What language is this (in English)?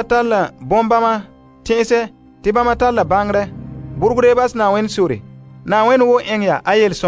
Frafra